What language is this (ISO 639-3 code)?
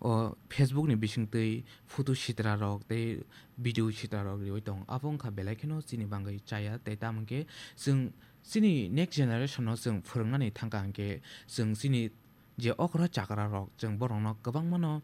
trp